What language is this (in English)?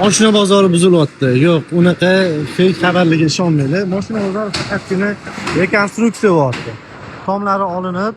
Uzbek